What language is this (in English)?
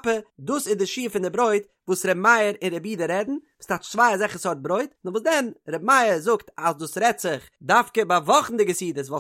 Yiddish